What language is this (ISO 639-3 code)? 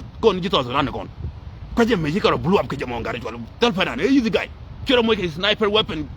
nus